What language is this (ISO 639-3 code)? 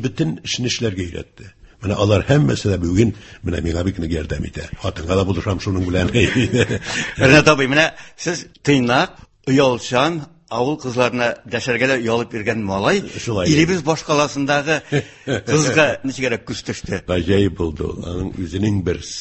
tat